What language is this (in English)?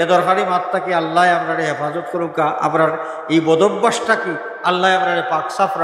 Sylheti